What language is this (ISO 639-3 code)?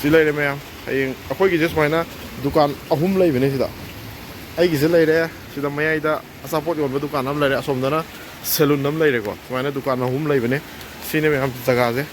mni